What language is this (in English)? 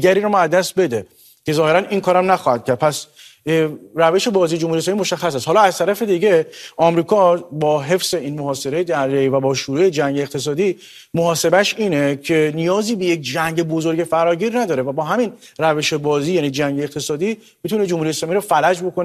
Persian